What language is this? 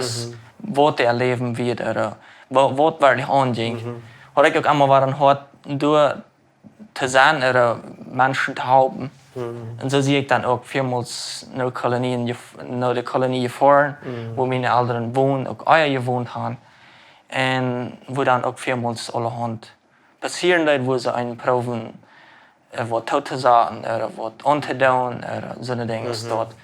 Plautdietsch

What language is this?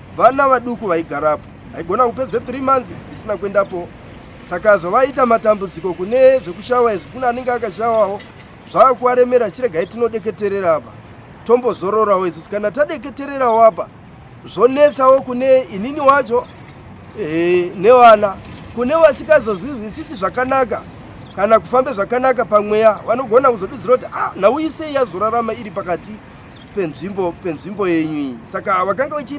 Shona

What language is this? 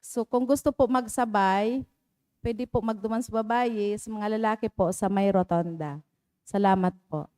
Bikol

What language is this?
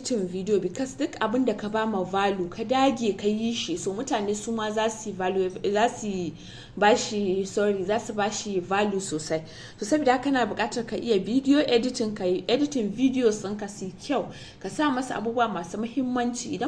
Hausa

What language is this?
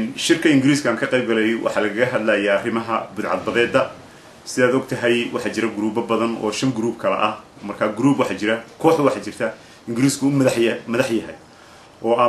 Somali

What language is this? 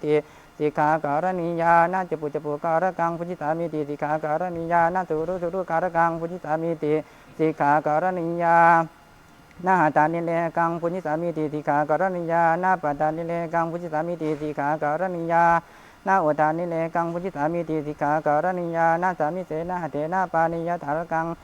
Pali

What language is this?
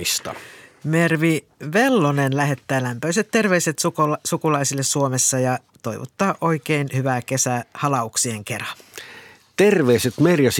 Finnish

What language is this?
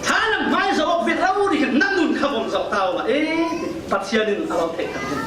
Falam Chin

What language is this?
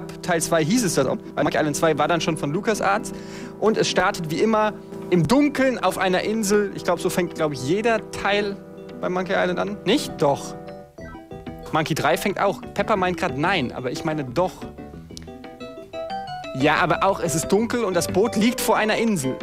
German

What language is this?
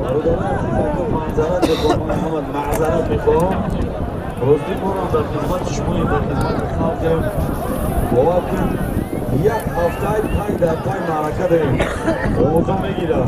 Tajik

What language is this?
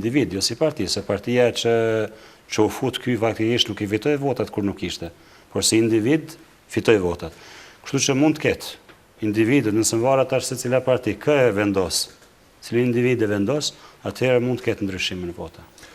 Albanian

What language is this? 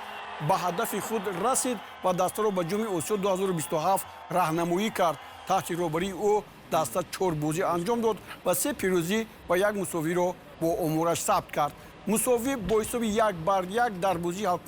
Tajik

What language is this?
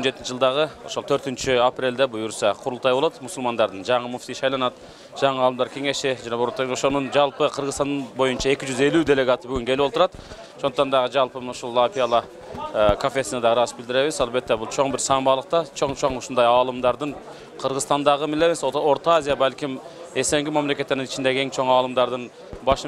Kyrgyz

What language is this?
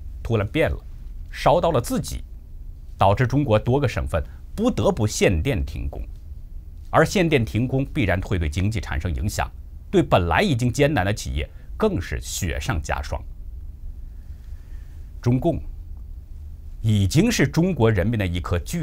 Chinese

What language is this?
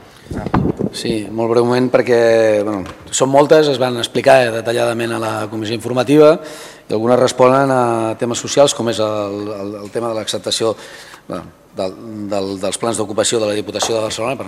Catalan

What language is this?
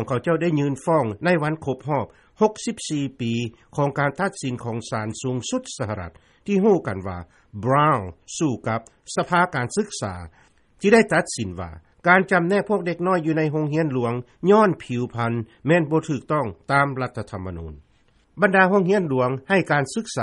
Lao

